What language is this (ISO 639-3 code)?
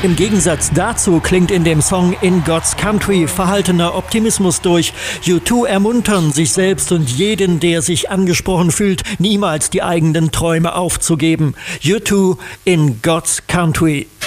deu